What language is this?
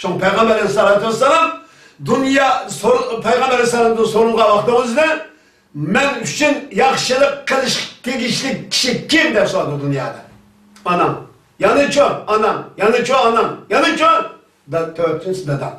Uyghur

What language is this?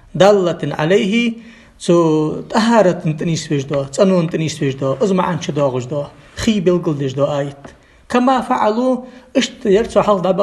Ingush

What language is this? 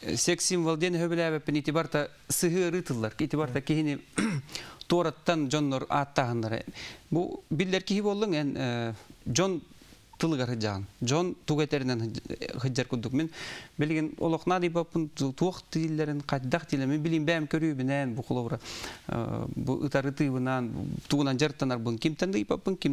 Yakut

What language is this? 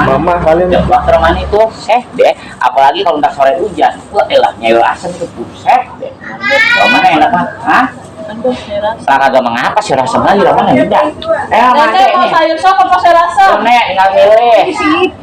Betawi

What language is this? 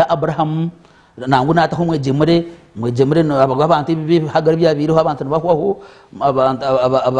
Nyankole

